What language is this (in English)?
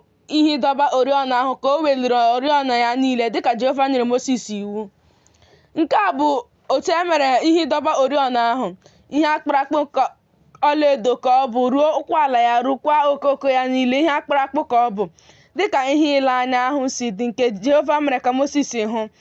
Igbo